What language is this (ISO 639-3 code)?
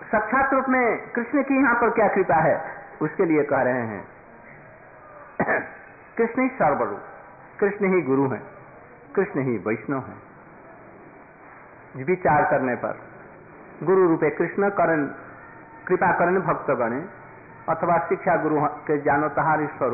hin